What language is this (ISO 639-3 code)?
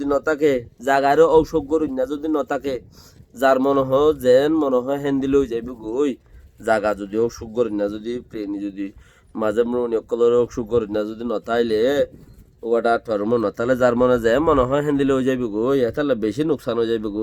rhg